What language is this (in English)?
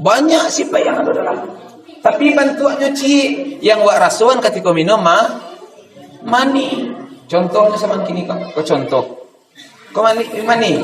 Minangkabau